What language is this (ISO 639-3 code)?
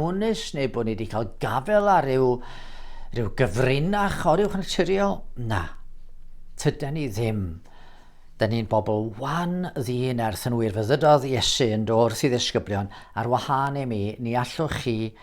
cym